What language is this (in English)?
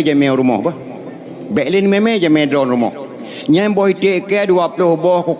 Achinese